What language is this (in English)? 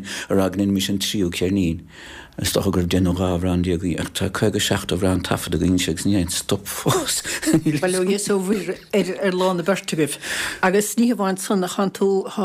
Irish